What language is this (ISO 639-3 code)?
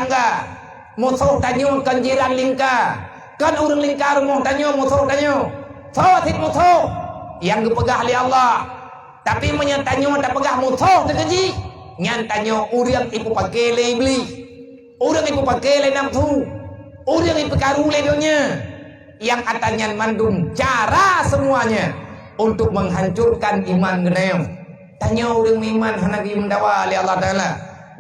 ace